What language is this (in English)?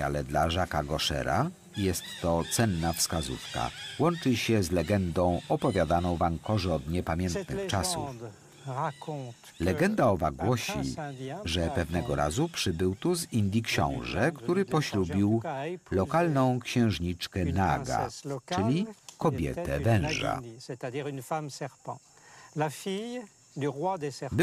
Polish